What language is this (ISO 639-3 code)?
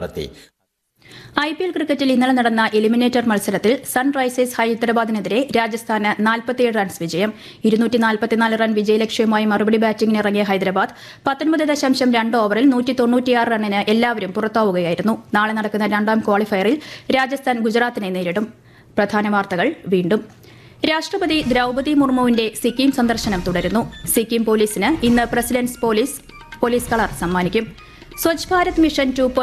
mal